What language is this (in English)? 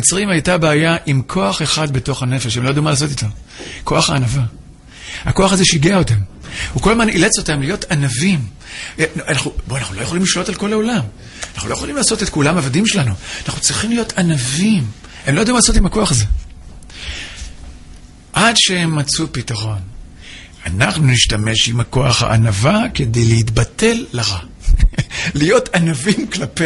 Hebrew